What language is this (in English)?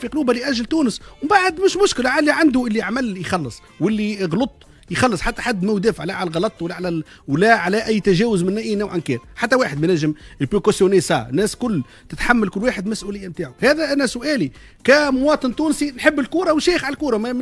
Tunisian Arabic